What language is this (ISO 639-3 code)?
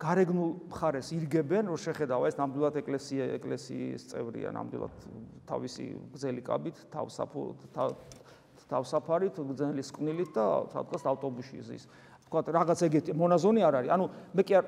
kat